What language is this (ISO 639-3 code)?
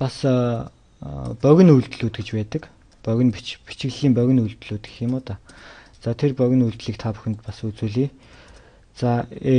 mon